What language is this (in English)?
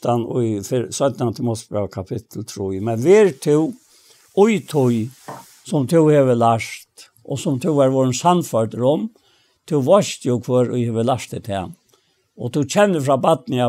Faroese